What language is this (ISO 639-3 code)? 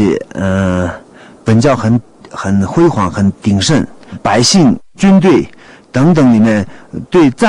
zho